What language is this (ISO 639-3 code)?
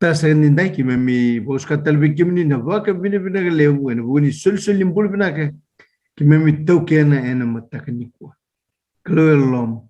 fij